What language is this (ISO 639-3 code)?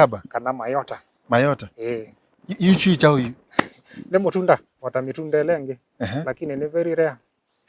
kam